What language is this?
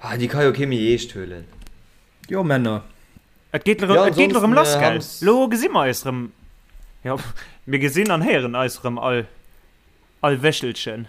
Luxembourgish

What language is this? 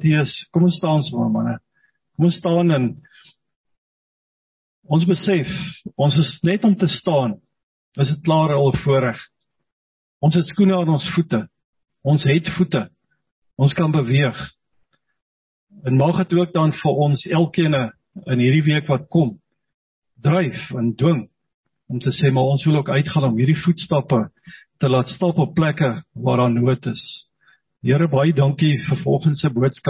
Afrikaans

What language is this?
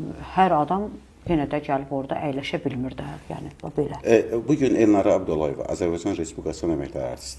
Azerbaijani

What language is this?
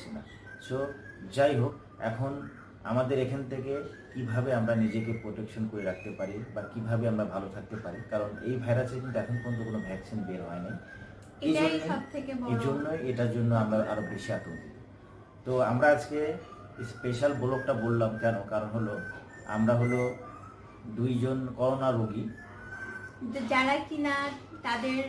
Bangla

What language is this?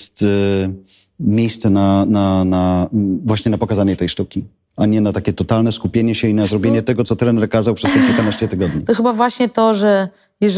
Polish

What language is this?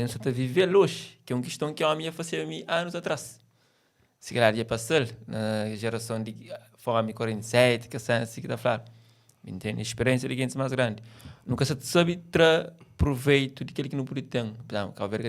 Kabuverdianu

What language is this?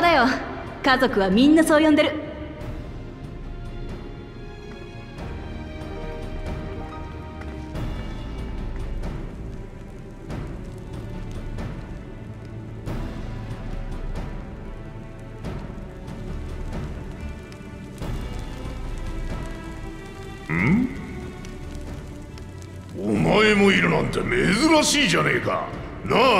Japanese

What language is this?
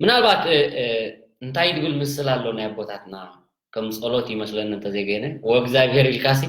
Tigrinya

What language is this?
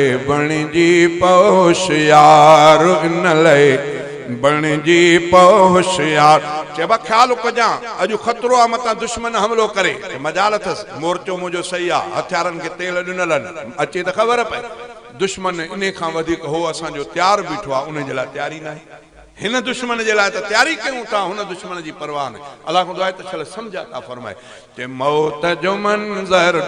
Sindhi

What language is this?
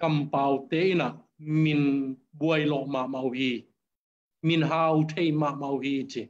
Tedim Chin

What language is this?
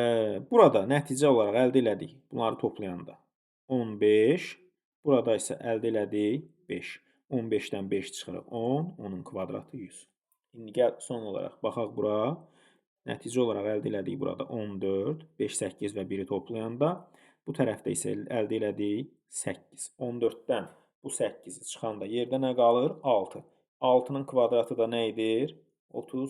Azerbaijani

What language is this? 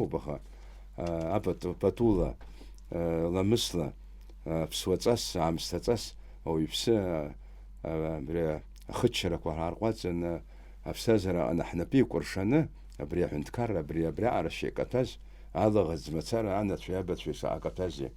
Abkhazian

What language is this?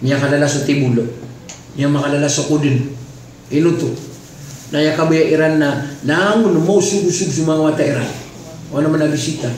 Maranao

